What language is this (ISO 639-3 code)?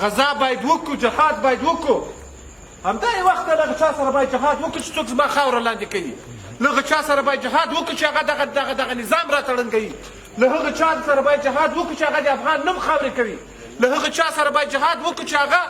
pus